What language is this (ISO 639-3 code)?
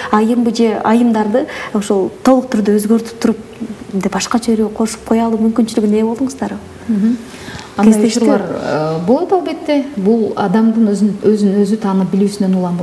kir